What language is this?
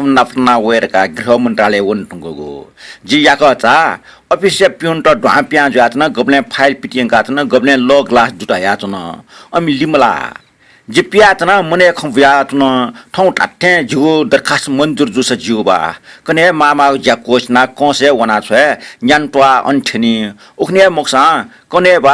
Newari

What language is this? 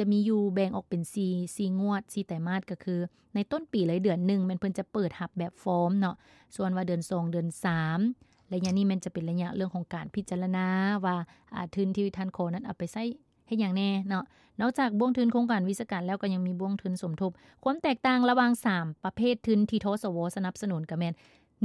Lao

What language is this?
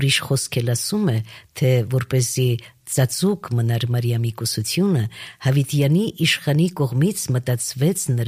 Armenian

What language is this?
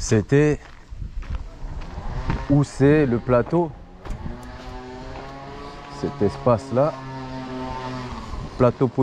French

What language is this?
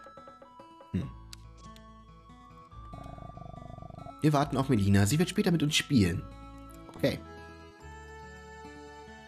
German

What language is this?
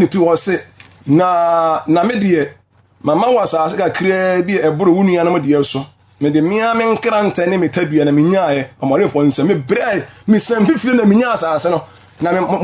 Akan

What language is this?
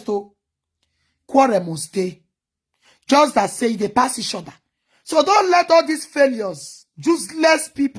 Nigerian Pidgin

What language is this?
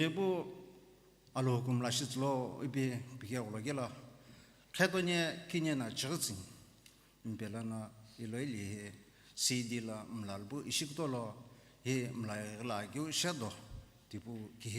Sumi Naga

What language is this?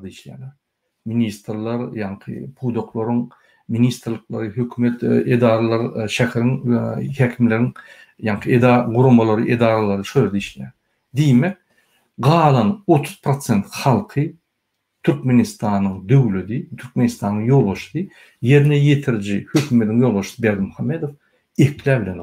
Turkmen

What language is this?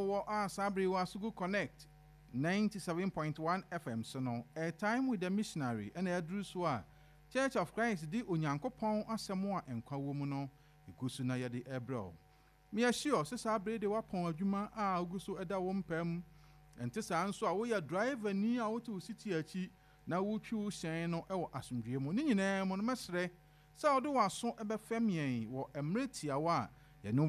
Akan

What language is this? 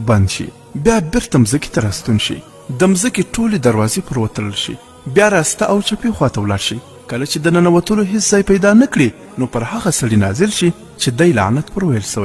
Pashto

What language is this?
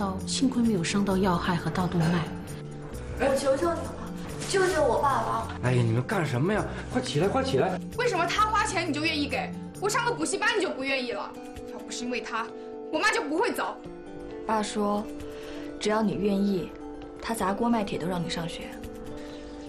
Chinese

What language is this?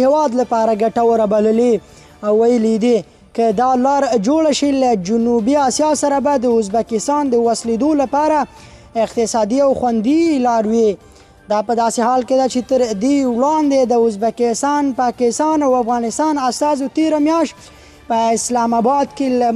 Pashto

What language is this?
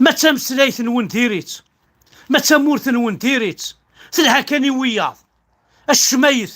Kabyle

